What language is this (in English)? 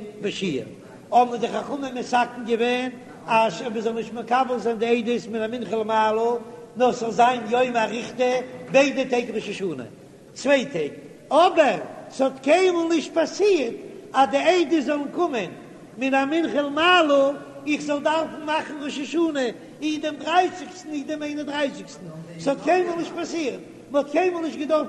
Yiddish